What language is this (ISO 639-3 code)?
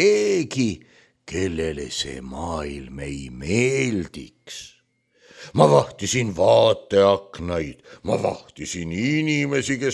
est